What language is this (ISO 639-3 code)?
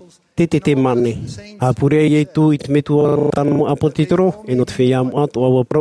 tah